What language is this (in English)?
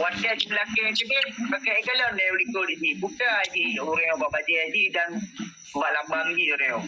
Achinese